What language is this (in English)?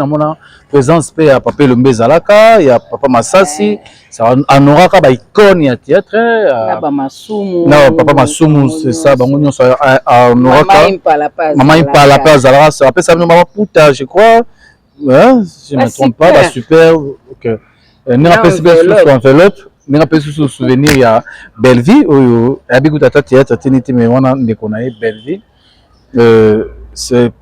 Lingala